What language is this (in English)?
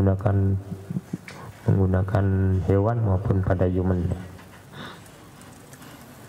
Indonesian